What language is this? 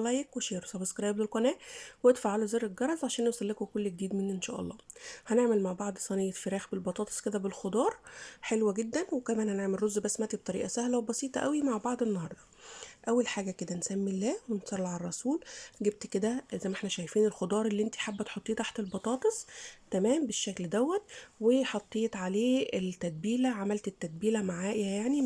Egyptian Arabic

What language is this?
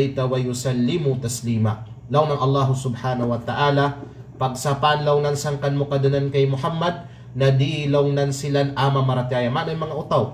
Kalagan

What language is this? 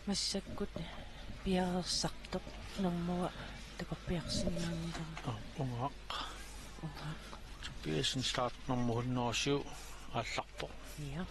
Kalaallisut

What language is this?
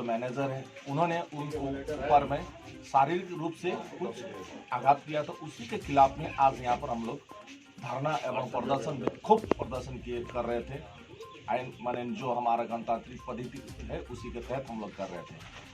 Sadri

